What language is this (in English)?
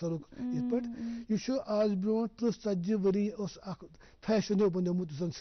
Kashmiri